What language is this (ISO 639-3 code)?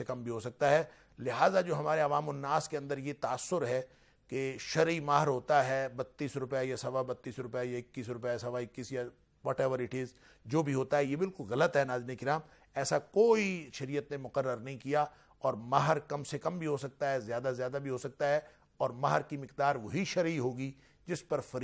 urd